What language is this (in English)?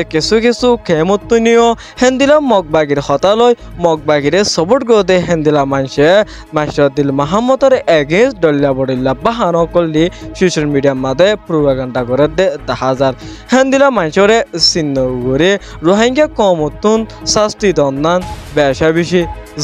Rohingya